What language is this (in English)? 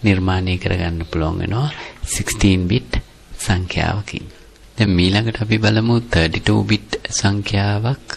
Sinhala